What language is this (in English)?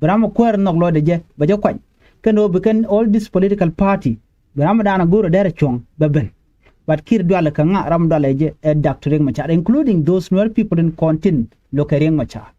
Nuer